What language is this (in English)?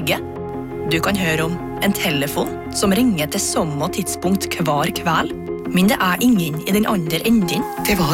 Norwegian